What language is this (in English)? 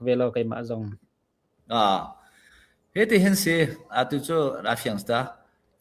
Hakha Chin